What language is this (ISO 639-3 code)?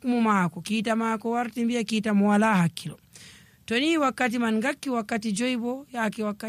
fuv